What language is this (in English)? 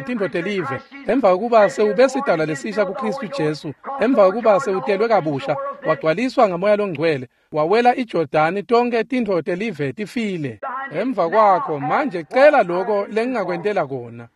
Swati